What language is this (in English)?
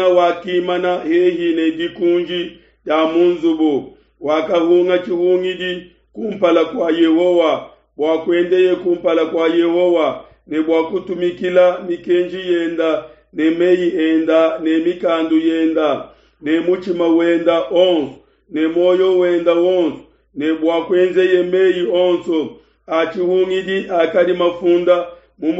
Luba-Lulua